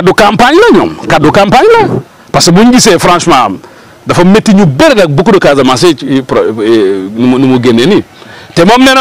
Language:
Wolof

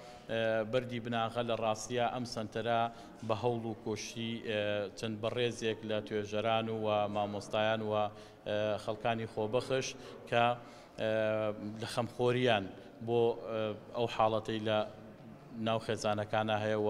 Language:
Central Kurdish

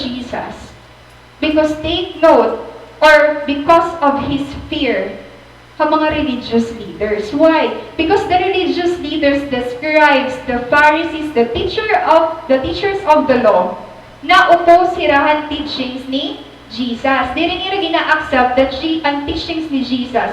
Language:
Waray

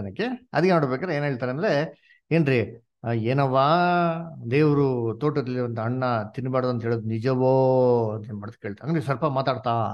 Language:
Kannada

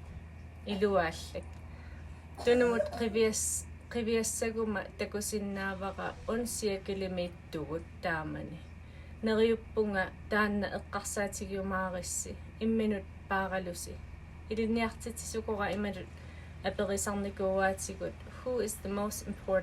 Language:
Kalaallisut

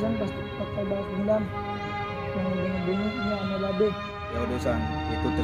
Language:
Betawi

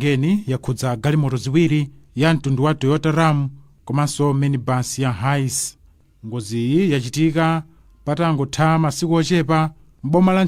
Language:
Nyanja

